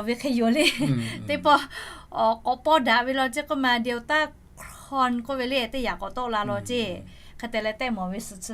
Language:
Lahu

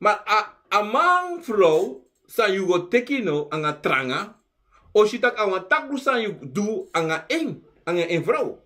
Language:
Sranan Tongo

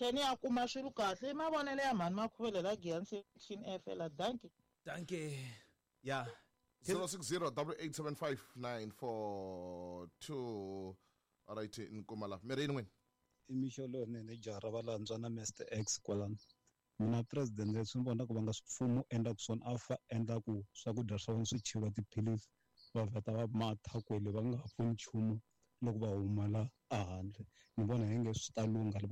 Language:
Tsonga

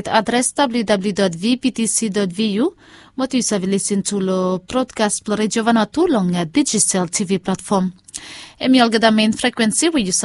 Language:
Bislama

